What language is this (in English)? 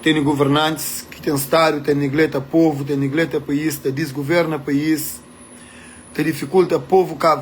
Kabuverdianu